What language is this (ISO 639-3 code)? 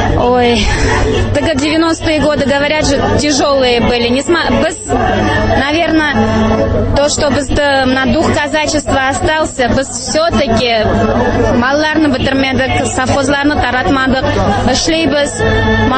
tat